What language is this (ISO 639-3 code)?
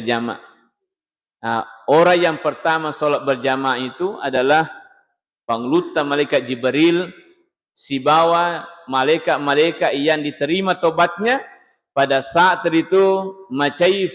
bug